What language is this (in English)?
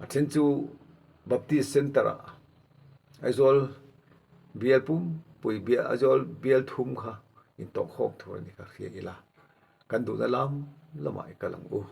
Mizo